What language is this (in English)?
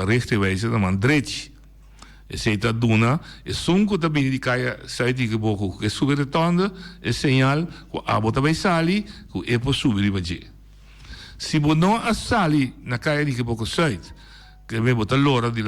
Papiamento